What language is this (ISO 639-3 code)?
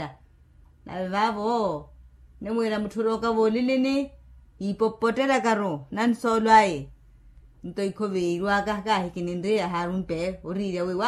vmw